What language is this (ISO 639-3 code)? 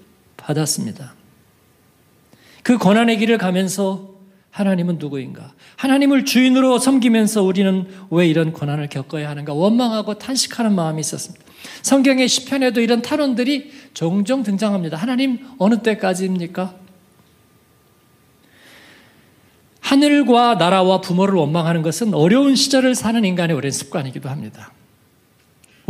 kor